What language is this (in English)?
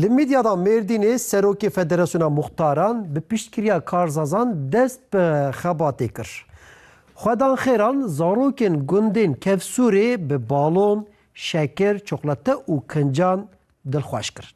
Kurdish